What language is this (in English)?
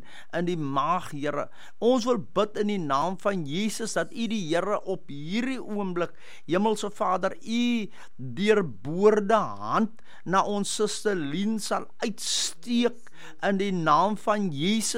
Afrikaans